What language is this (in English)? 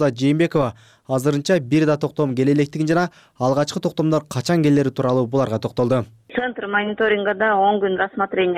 Kyrgyz